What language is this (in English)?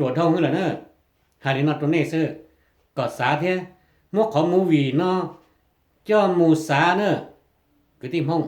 Hmong